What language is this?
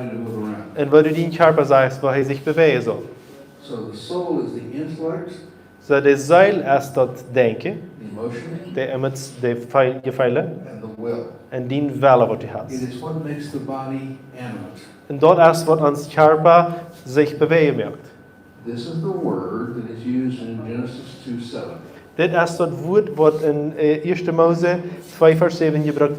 Plautdietsch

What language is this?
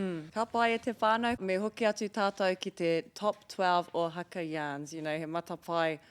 Māori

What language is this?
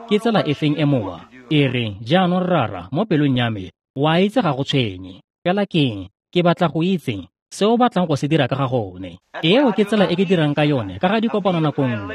Tswana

